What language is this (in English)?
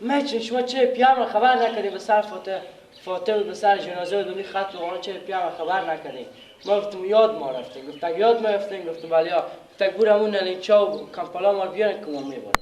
Persian